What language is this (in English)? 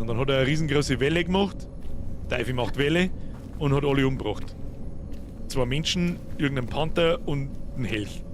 Bavarian